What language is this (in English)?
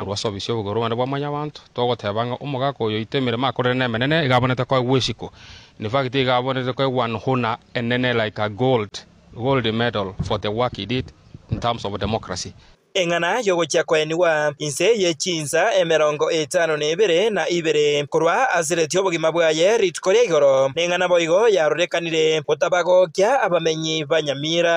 Gusii